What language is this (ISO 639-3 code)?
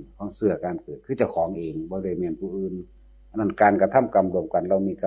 tts